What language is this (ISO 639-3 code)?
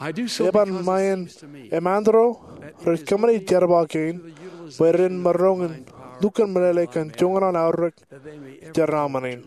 mah